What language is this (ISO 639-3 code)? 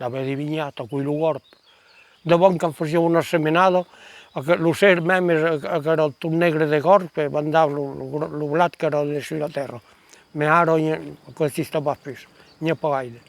oci